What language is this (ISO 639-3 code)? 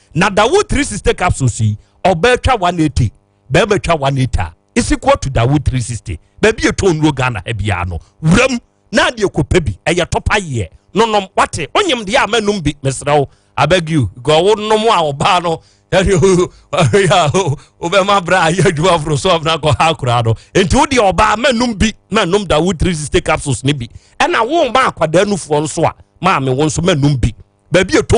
aka